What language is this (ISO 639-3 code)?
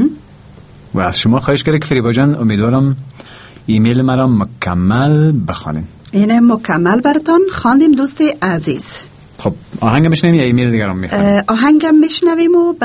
fas